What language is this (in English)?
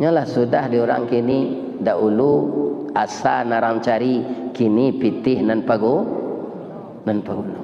Minangkabau